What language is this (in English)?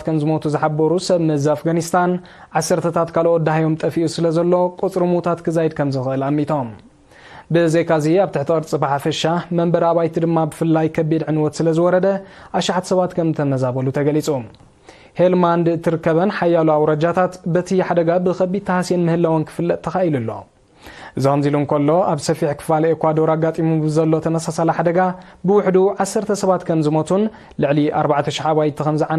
Tigrinya